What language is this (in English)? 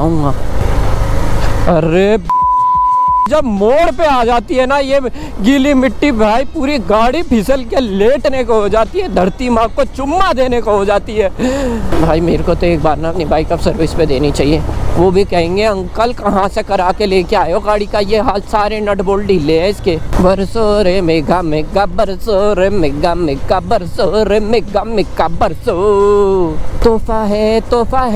Hindi